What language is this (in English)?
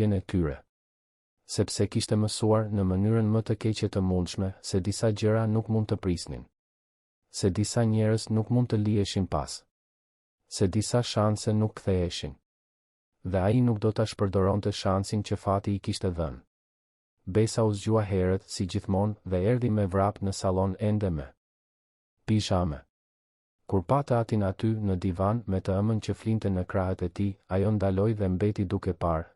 Albanian